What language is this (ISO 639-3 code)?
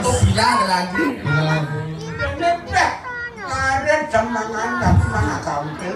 ban